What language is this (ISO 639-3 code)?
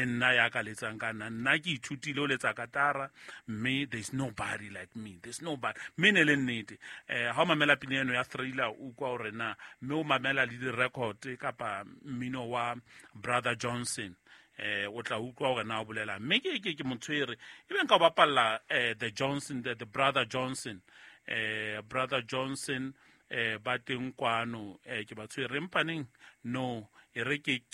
sot